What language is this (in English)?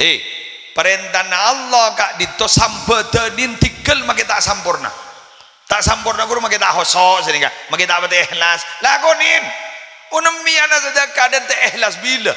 Madurese